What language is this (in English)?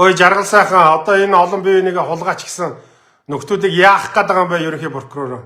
Mongolian